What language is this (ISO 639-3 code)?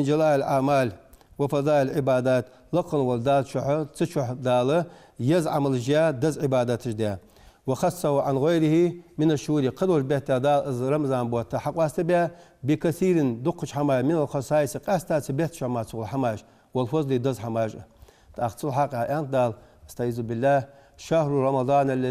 inh